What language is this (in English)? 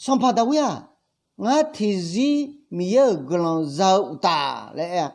Akha